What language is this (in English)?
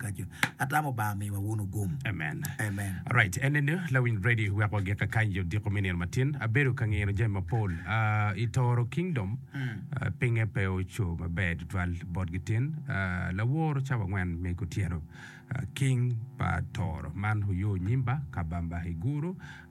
Acoli